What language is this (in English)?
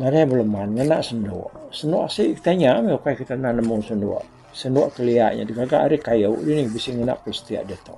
Iban